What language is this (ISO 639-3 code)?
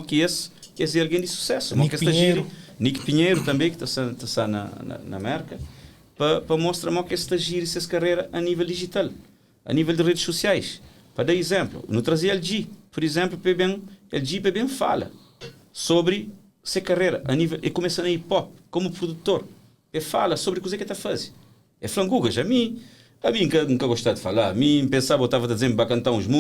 kea